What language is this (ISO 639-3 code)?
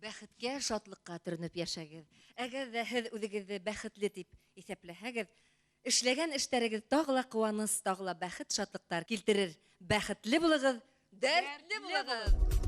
bak